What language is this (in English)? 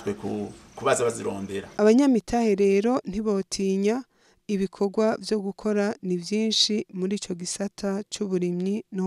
Rundi